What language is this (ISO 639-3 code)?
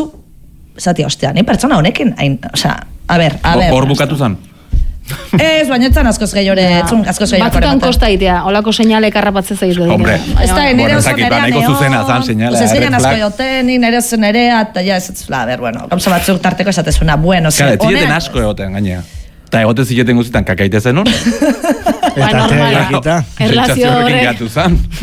eus